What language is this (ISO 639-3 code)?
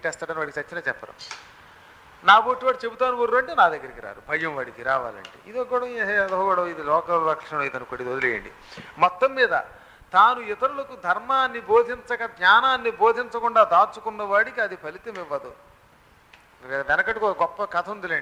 tel